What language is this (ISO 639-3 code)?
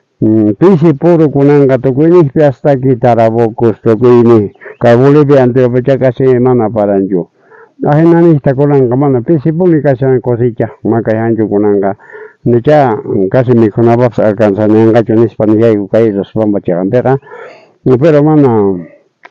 quh